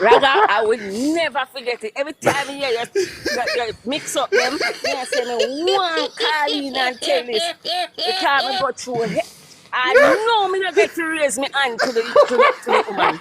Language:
Jamaican Creole English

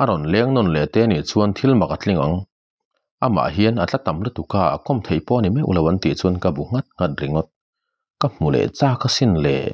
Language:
Mizo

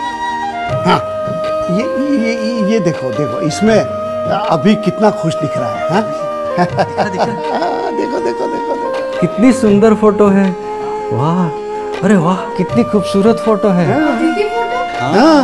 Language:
Hindi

